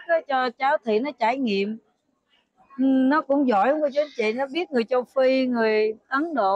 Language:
Vietnamese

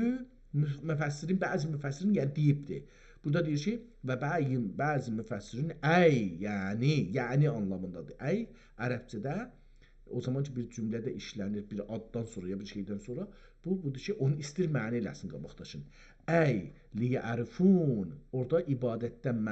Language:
South Azerbaijani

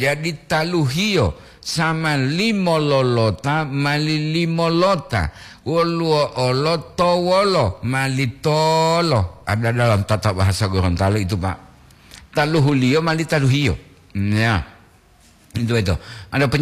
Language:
Gorontalo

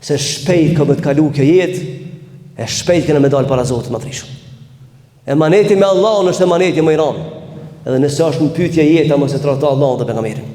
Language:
Albanian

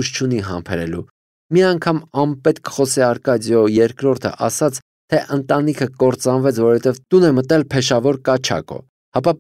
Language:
Armenian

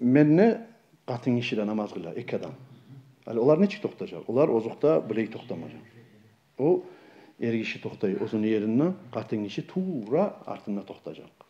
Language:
Kumyk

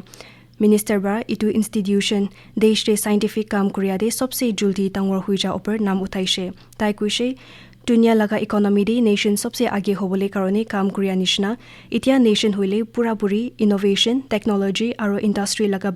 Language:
Naga Pidgin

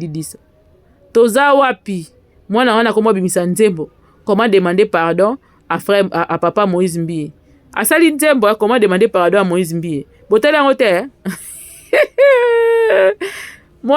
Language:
Lingala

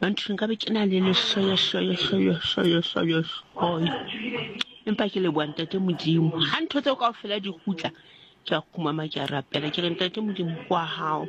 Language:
Southern Sotho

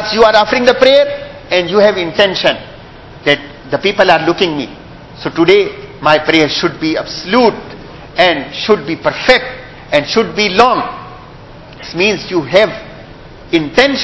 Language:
Urdu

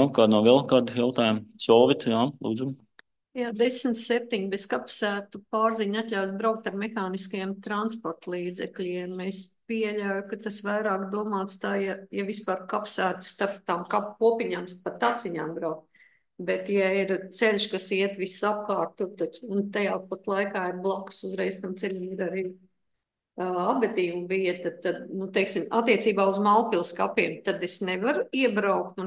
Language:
Latvian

